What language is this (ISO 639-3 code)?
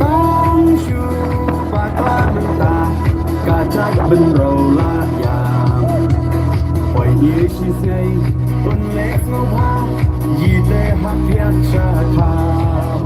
kha